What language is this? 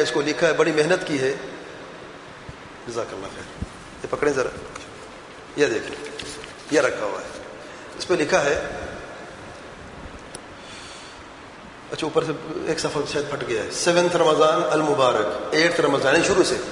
Urdu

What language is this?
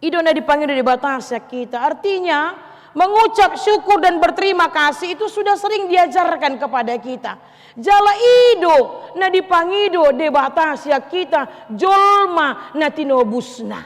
Batak Toba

